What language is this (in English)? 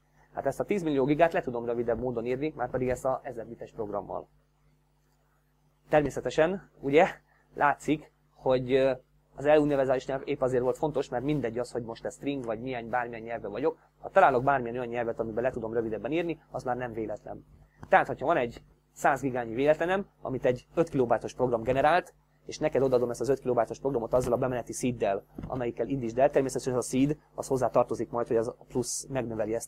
Hungarian